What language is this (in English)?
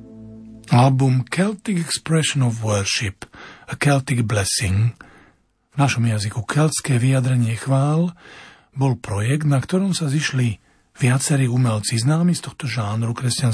Slovak